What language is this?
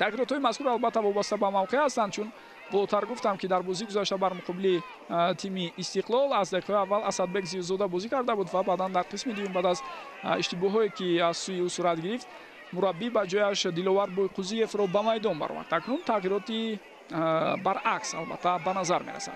Tajik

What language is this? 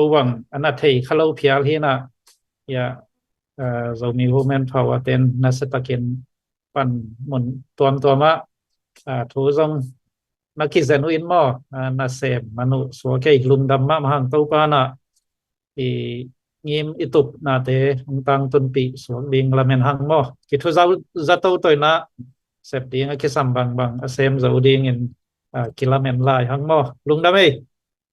Tedim Chin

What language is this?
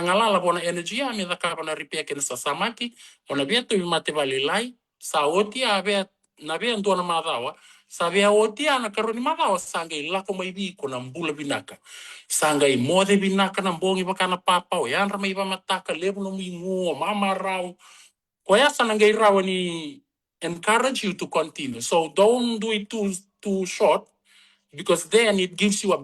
Fijian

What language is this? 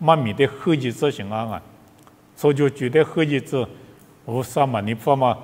Lisu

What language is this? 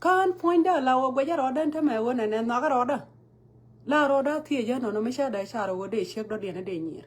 Nuer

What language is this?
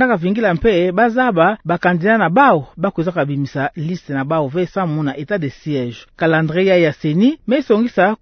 Kituba (Democratic Republic of Congo)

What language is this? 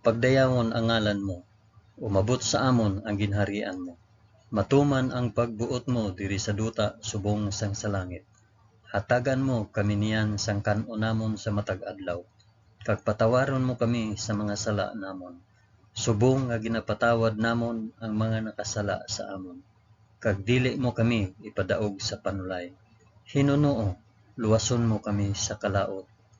Hiligaynon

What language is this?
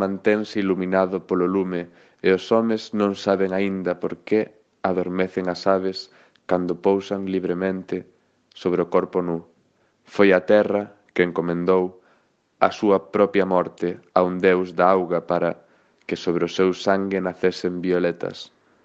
Galician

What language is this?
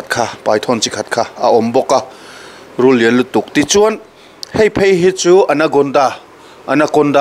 Mizo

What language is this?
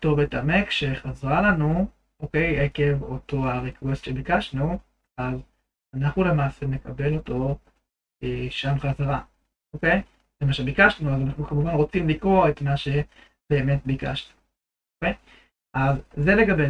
Hebrew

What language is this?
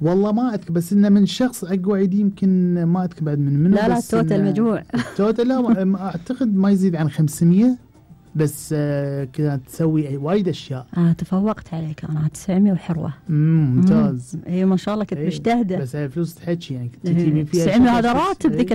Gulf Arabic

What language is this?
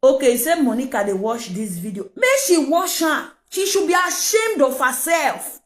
Nigerian Pidgin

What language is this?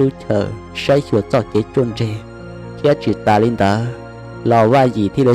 Hmong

